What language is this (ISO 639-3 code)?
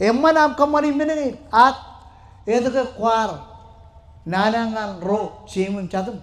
mah